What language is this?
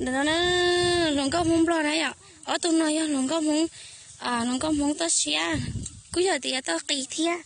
Hmong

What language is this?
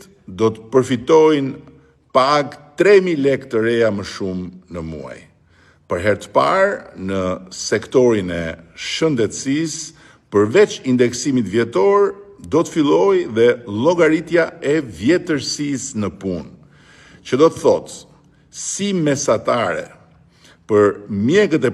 Albanian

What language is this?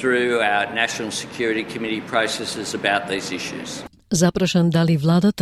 Macedonian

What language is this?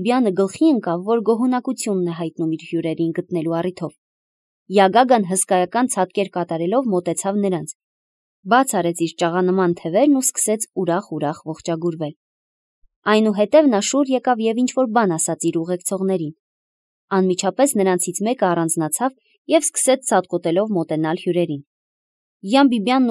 Armenian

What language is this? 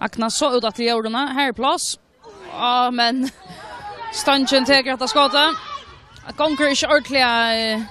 Faroese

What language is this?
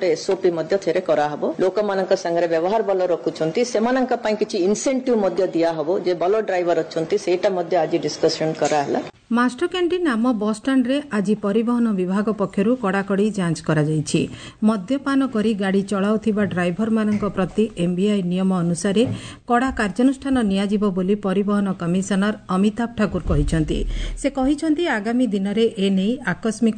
Odia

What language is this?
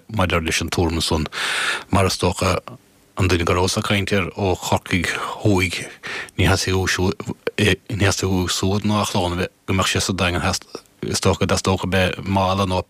Irish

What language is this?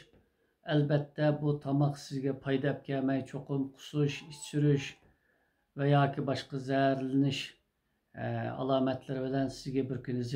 Uyghur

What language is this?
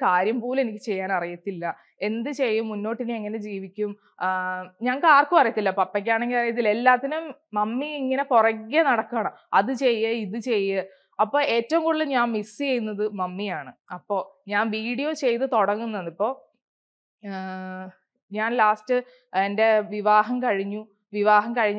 Malayalam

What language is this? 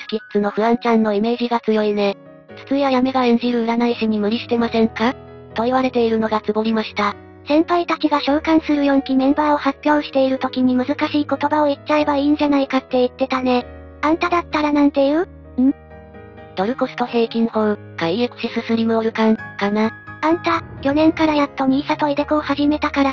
Japanese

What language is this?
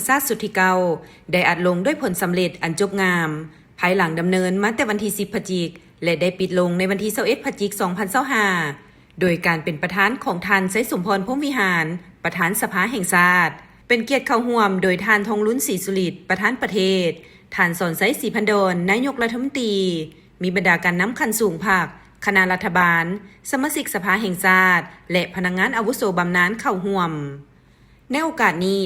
Lao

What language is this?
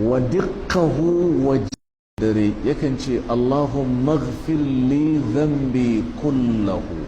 Hausa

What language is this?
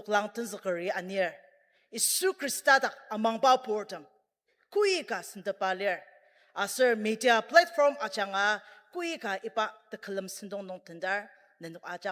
Ao Naga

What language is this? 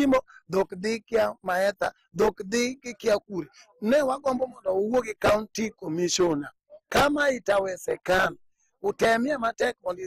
Luo (Kenya and Tanzania)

